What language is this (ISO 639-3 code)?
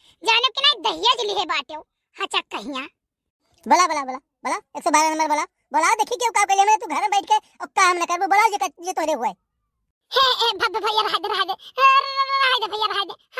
awa